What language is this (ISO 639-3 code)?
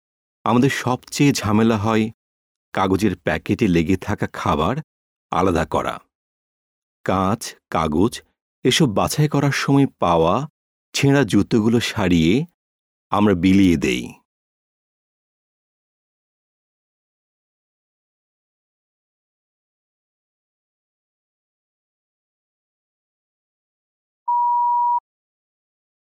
ben